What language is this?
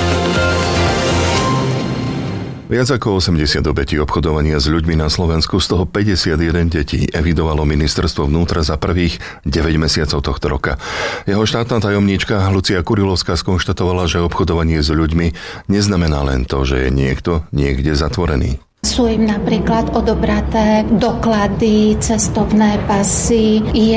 Slovak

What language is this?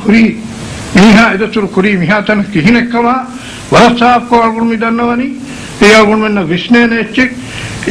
Divehi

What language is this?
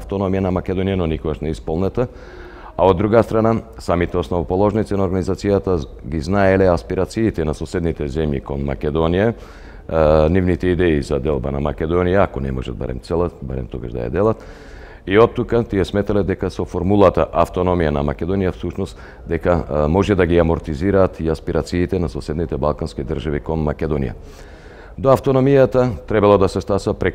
Macedonian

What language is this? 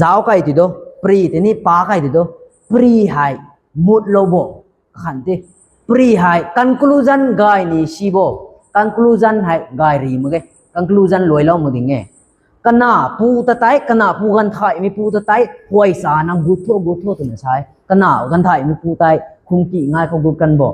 Rongmei Naga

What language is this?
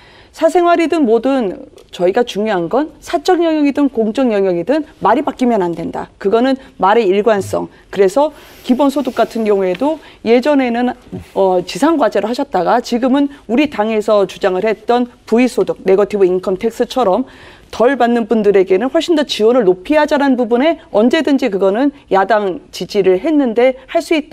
Korean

